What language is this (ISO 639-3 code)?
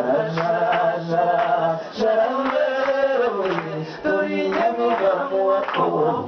kin